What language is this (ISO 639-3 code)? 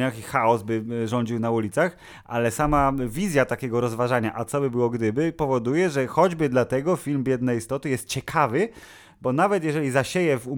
pol